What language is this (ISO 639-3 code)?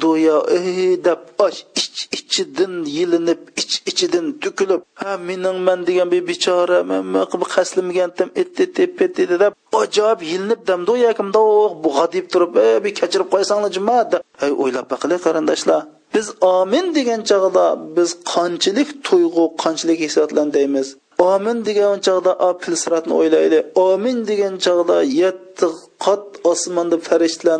uig